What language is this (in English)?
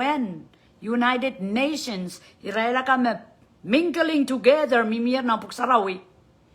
Pohnpeian